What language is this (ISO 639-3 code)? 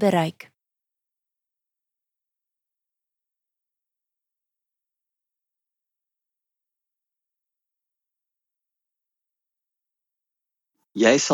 afr